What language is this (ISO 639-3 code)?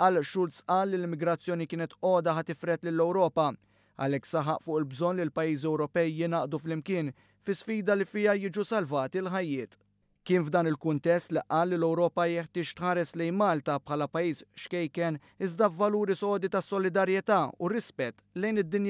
mlt